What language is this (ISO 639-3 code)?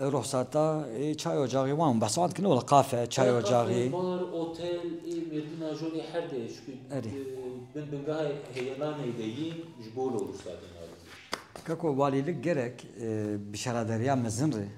kur